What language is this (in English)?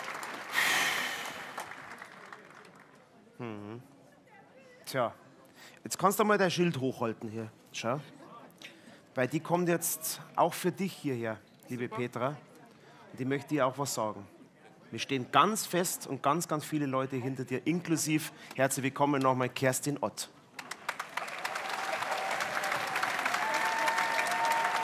German